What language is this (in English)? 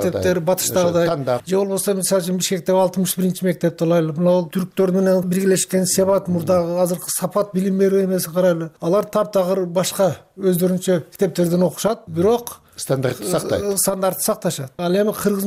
Kyrgyz